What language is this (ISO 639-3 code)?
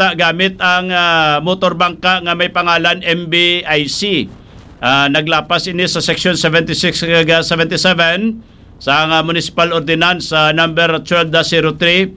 hil